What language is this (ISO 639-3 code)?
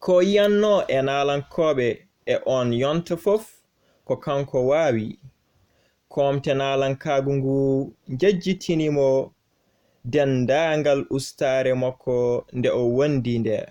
ful